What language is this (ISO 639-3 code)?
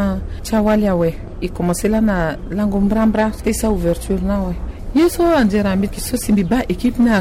sag